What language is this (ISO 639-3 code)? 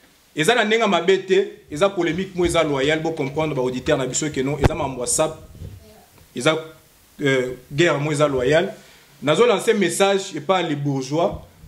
lin